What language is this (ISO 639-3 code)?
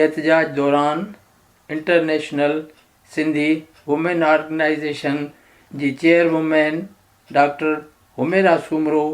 snd